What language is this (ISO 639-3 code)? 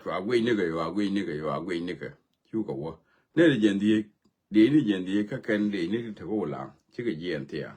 nus